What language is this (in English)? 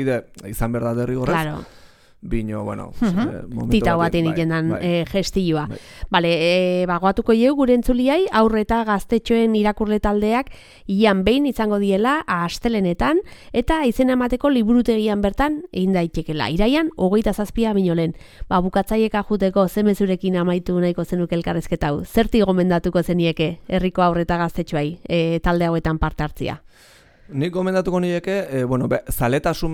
Basque